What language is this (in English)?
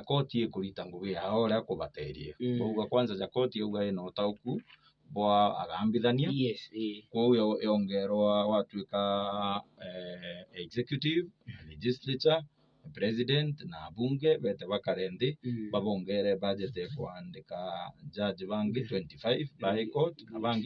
Meru